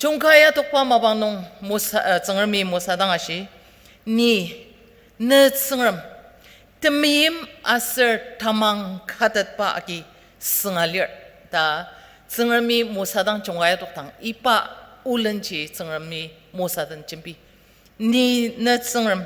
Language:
Ao Naga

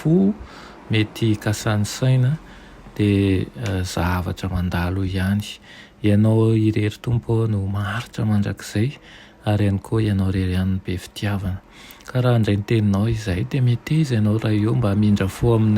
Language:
Malagasy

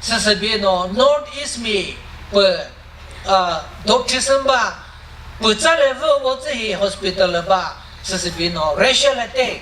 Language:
Chokri Naga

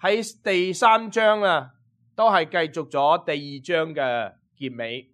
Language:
Cantonese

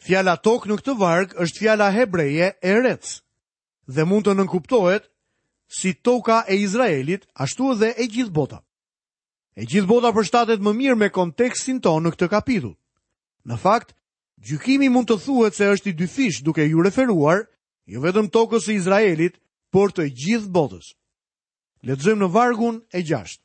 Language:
Albanian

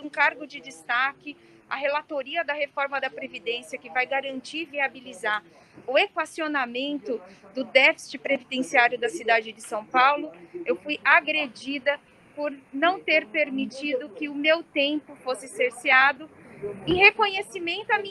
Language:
Portuguese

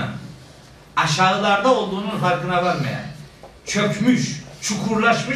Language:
Turkish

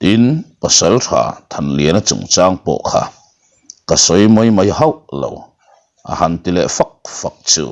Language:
Mizo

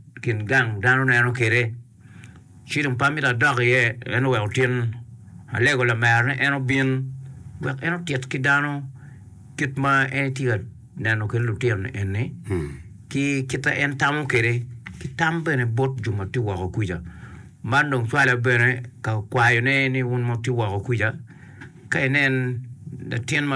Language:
Acoli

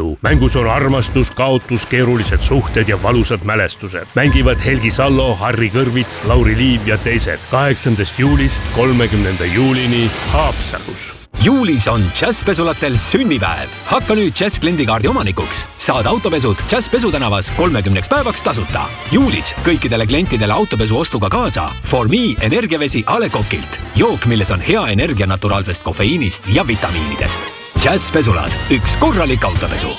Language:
Estonian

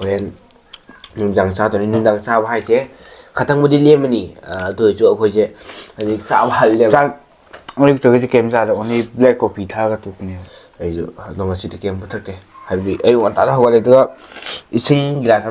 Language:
Manipuri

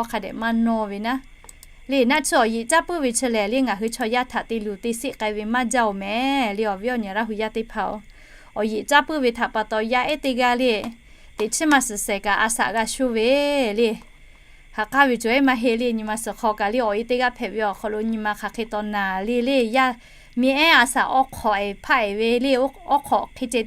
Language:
Lahu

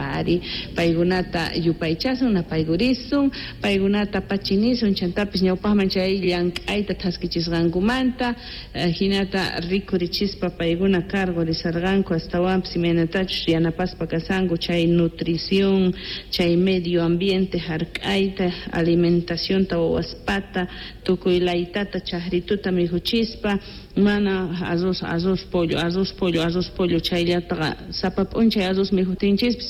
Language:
South Bolivian Quechua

